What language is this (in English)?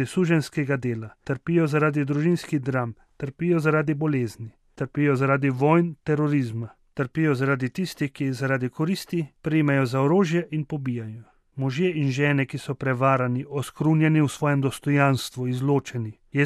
Slovenian